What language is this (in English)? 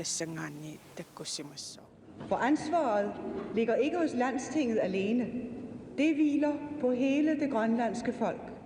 Kalaallisut